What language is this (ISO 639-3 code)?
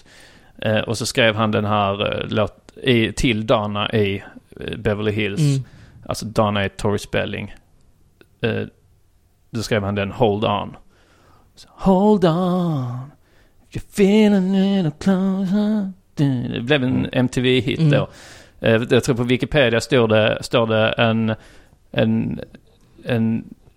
swe